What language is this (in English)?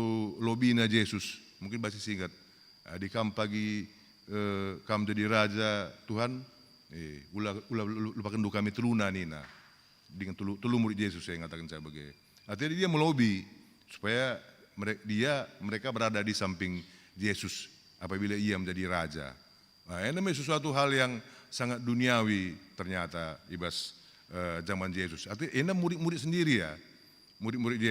Batak Karo